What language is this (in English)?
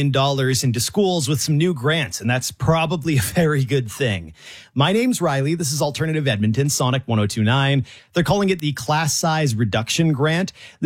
English